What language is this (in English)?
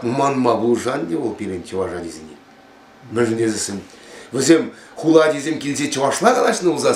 Chuvash